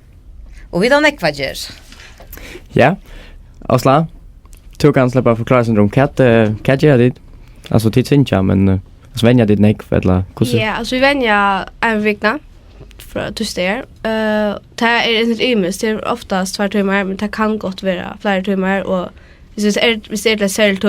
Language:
Faroese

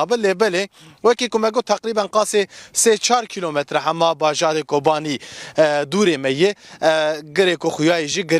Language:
Kurdish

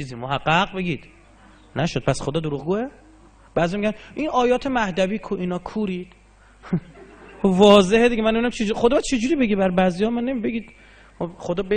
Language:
Persian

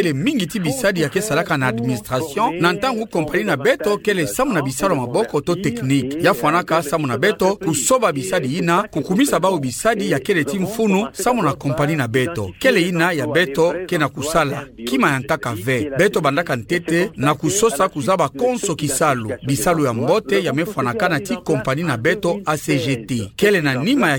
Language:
Kituba (Democratic Republic of Congo)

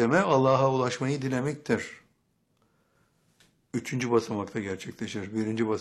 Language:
Turkish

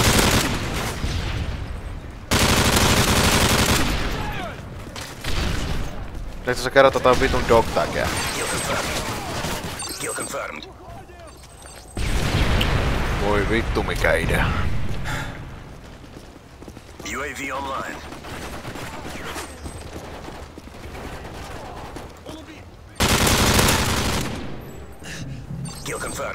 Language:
Finnish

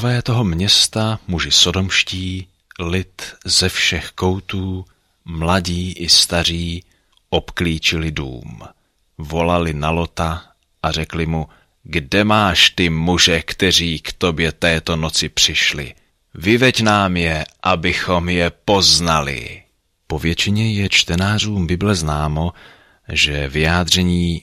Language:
Czech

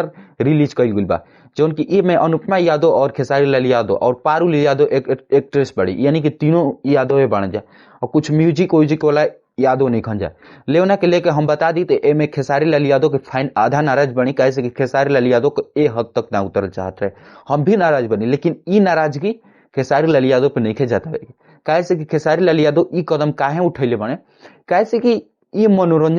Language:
Bhojpuri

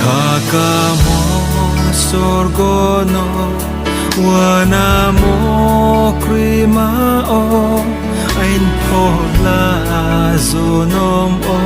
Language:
Riang (India)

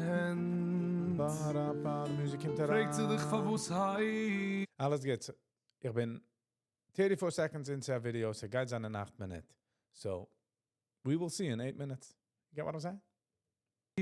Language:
Yiddish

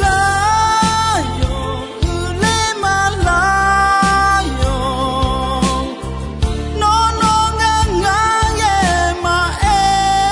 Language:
Akha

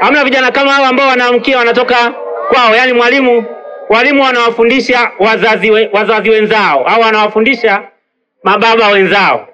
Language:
Swahili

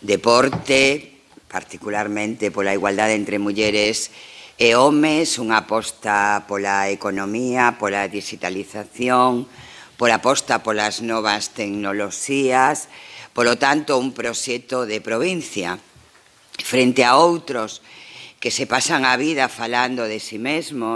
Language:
Galician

